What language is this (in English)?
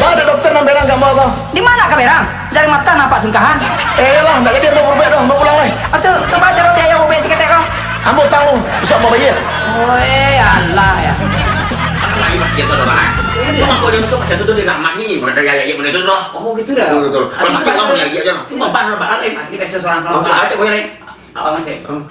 Minangkabau